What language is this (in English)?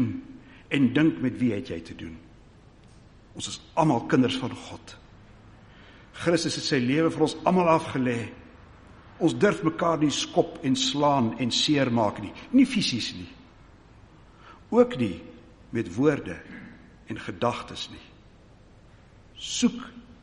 Afrikaans